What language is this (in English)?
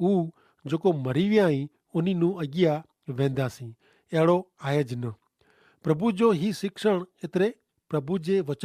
Kachhi